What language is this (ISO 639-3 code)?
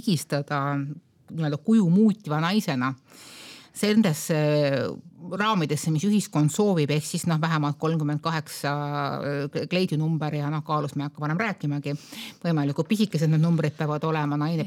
est